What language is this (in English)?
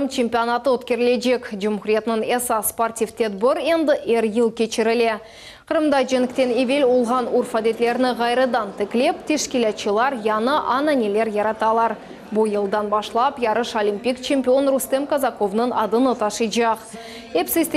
Crimean Tatar